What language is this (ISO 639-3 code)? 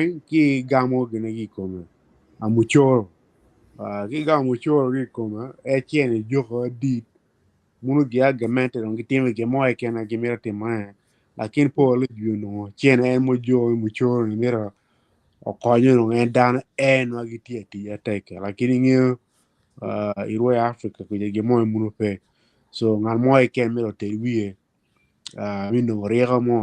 ach